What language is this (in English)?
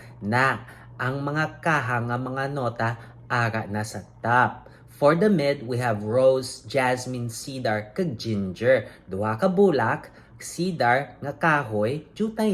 Hiligaynon